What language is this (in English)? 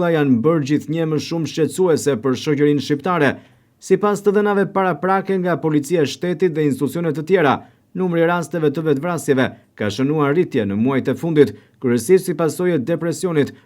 Albanian